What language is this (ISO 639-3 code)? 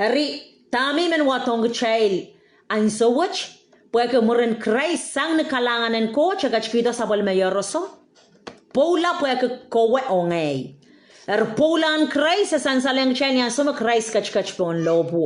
pon